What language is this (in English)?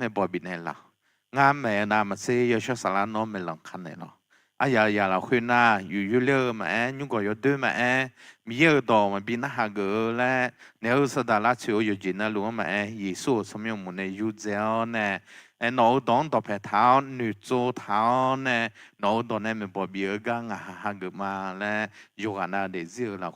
Akha